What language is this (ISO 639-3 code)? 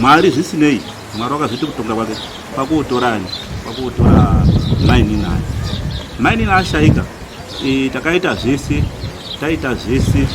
sna